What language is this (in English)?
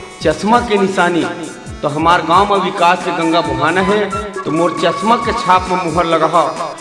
Chhattisgarhi